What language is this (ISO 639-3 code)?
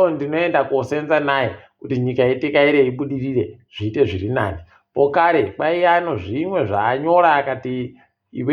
ndc